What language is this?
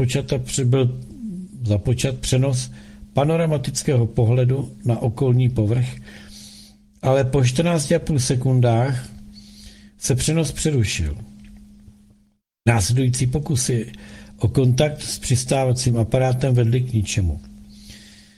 Czech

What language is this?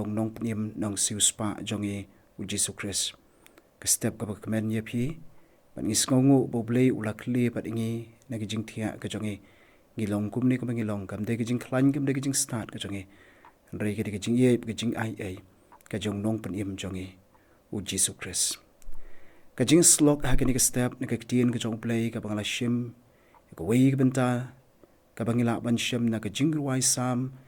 Khasi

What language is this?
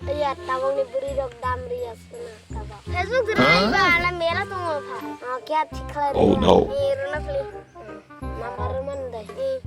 Kok Borok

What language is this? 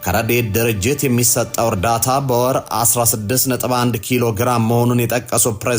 Amharic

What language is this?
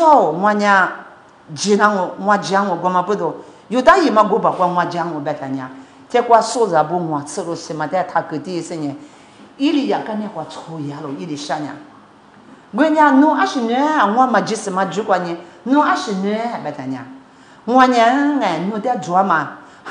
Lisu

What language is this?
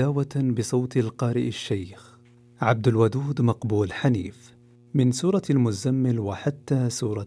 Najdi Arabic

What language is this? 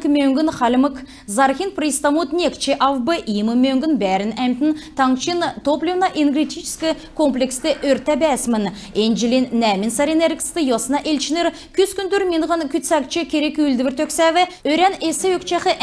Kalmyk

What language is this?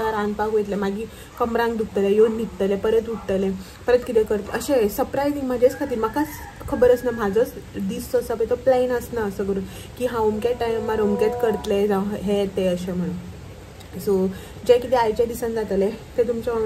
Konkani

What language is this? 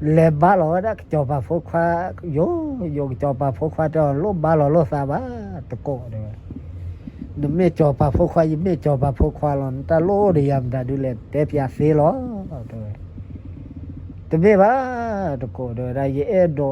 S'gaw Karen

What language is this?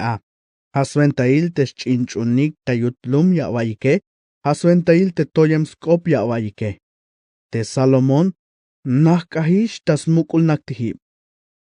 Tzeltal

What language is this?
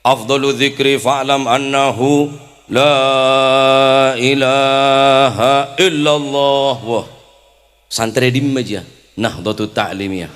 Madurese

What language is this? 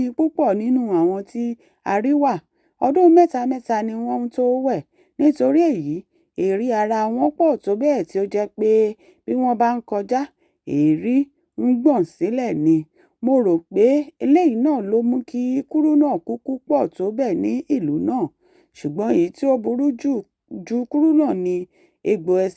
Yoruba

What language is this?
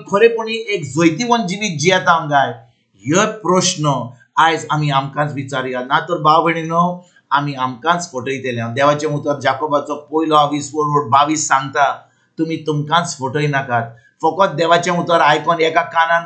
Konkani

